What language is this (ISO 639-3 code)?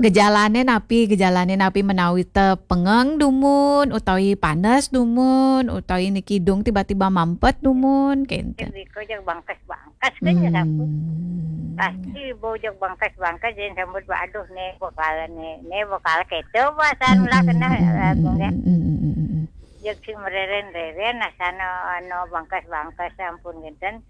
ban